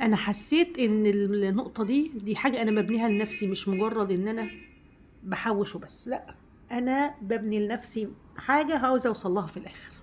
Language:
Egyptian Arabic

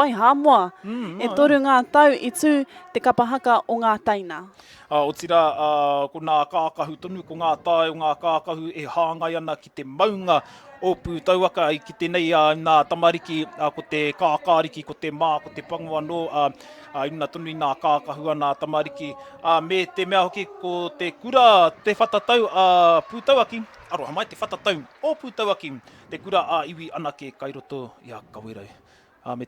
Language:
Māori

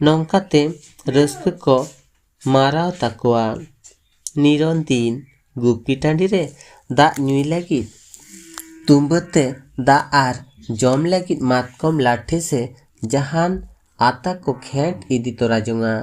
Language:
Santali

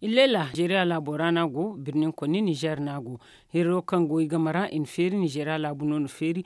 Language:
Zarma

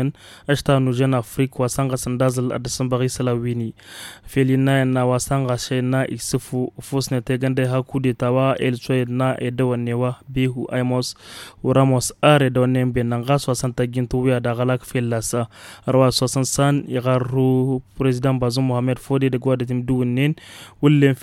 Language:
Tamasheq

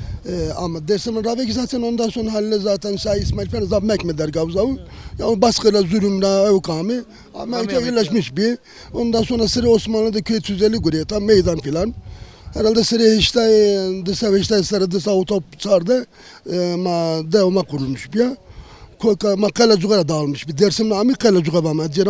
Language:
Zaza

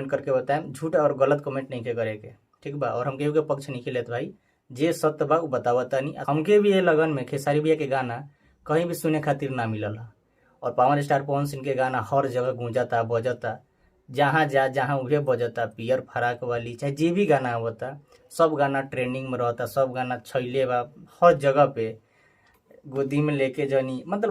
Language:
Bhojpuri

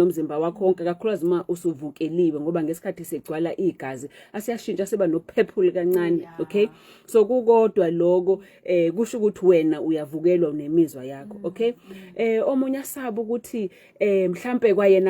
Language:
Zulu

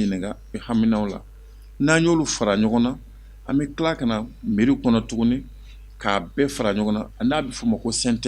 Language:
Bambara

